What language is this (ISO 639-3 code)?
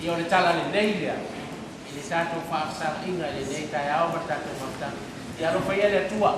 smo